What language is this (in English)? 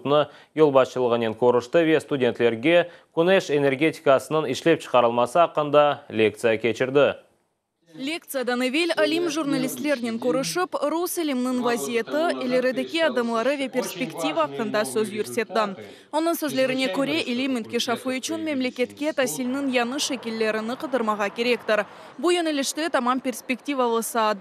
Crimean Tatar